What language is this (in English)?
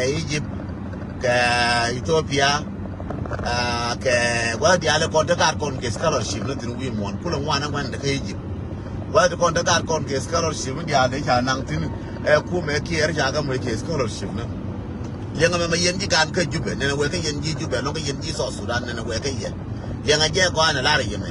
Nuer